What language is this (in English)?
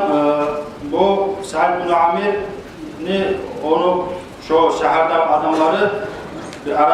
Kumyk